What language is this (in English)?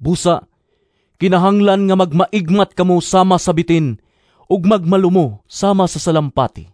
Cebuano